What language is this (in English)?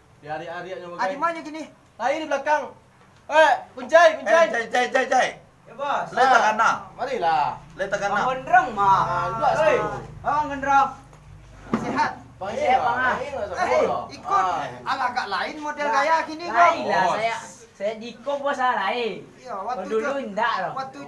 Minangkabau